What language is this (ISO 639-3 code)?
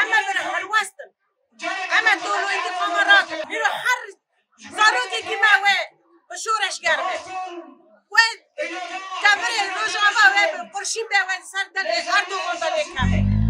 kur